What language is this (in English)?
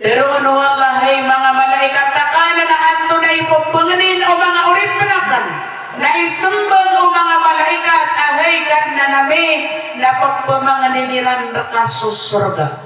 Maranao